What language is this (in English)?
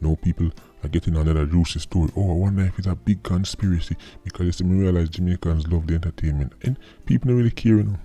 Jamaican Creole English